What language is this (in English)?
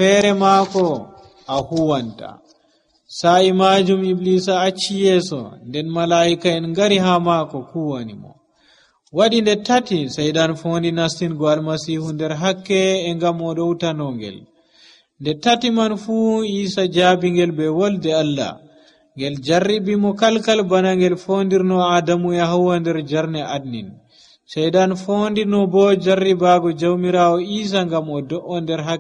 Nigerian Fulfulde